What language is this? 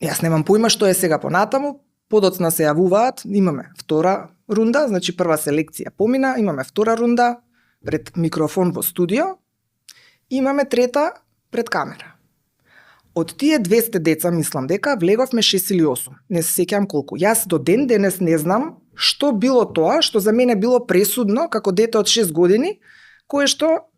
Macedonian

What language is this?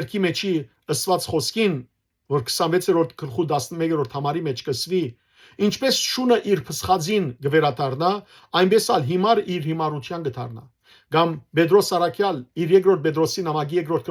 Western Armenian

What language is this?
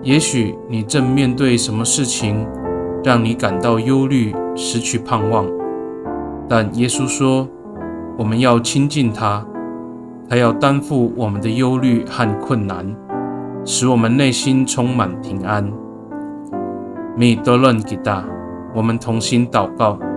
Amis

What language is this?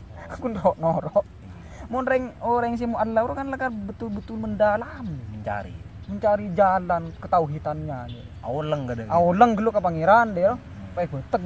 Madurese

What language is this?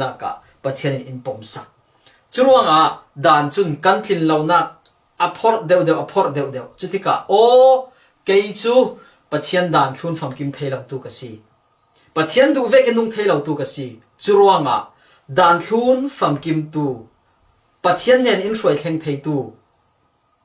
Falam Chin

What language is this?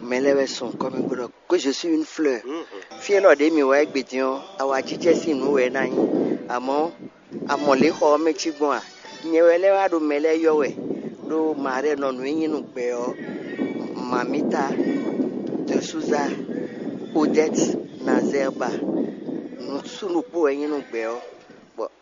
Fon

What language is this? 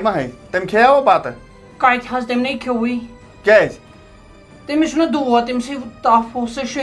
Kashmiri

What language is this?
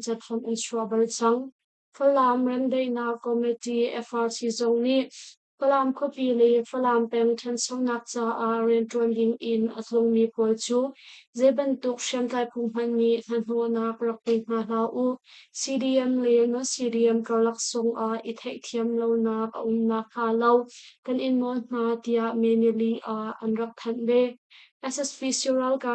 Hakha Chin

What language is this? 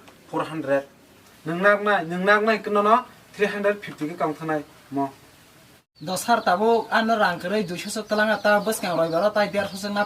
Kok Borok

